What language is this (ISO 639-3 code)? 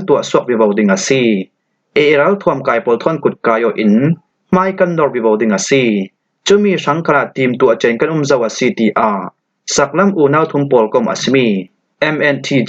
cfm